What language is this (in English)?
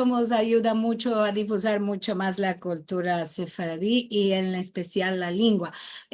Ladino